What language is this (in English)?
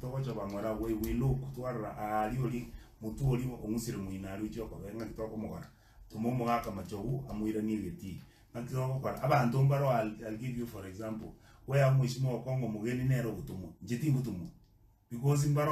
Gusii